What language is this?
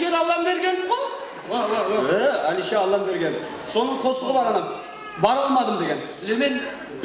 Kara-Kalpak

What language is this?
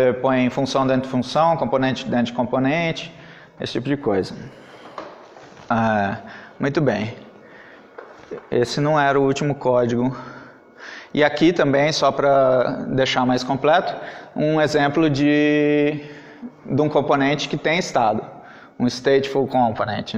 Portuguese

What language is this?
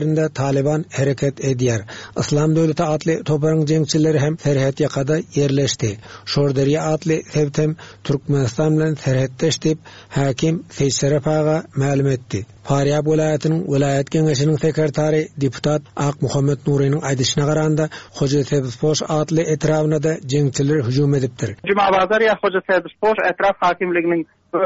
Turkmen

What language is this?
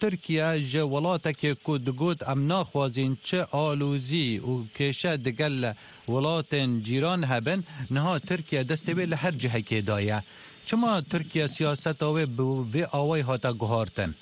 Kurdish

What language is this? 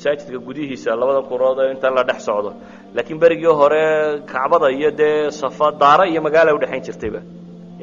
Somali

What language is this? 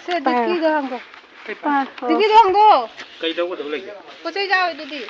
Manipuri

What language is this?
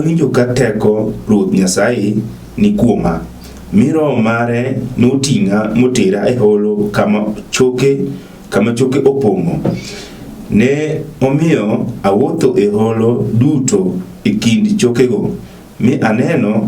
Luo (Kenya and Tanzania)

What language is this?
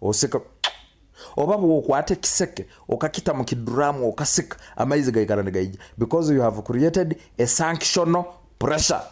Nyoro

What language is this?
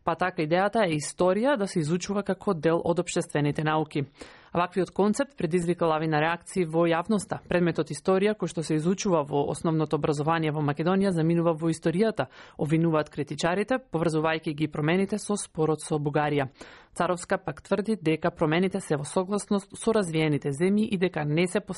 Macedonian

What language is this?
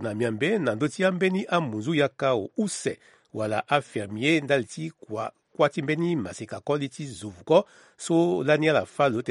Sango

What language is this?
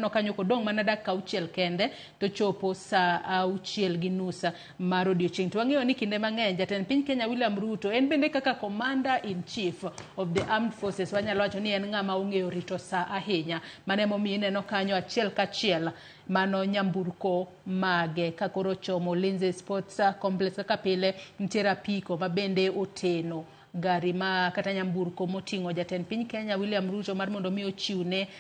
Luo (Kenya and Tanzania)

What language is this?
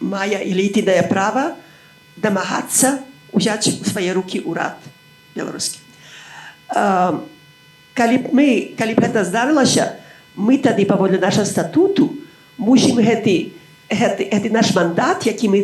Belarusian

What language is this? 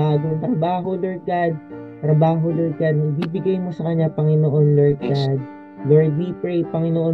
Filipino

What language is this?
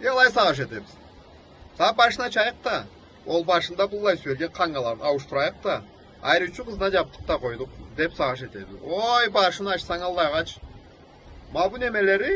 Karachay-Balkar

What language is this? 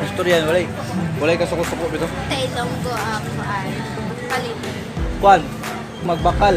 Cebuano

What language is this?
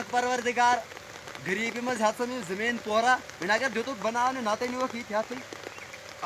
Kashmiri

